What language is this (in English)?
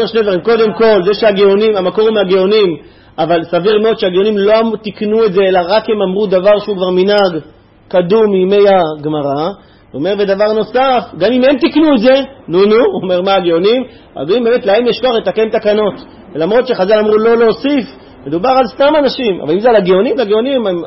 Hebrew